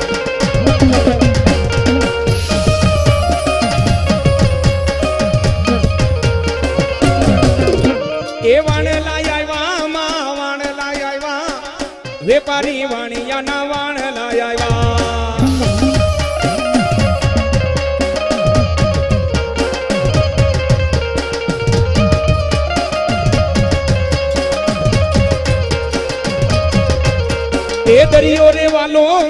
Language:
Gujarati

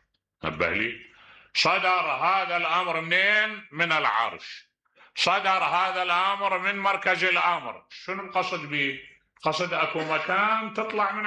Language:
Mesopotamian Arabic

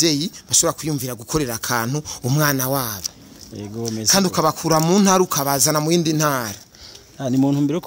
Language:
Rundi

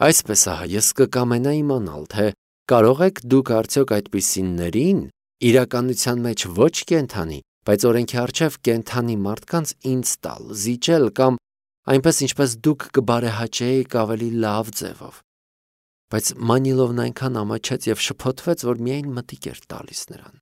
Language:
Armenian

